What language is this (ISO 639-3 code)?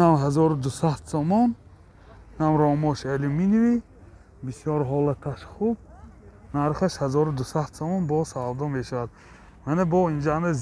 tgk